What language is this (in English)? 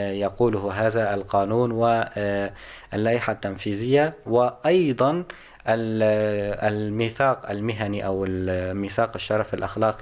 North Levantine Arabic